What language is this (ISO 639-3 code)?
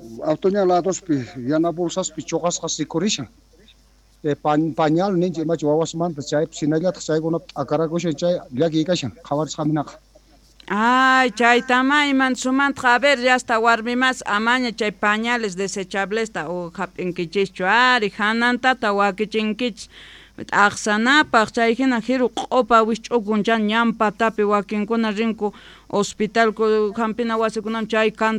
quh